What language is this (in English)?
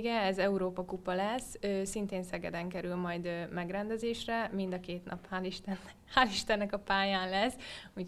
Hungarian